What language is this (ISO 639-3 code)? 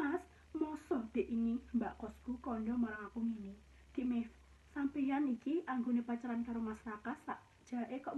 jav